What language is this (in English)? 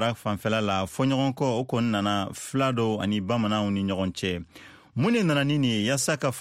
Bambara